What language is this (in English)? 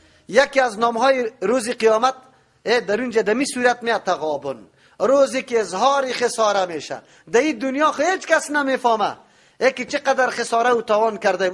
Persian